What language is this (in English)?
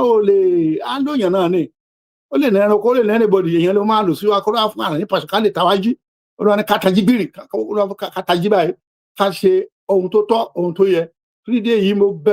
Yoruba